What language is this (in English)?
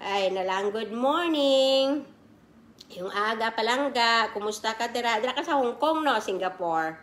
Kinaray-a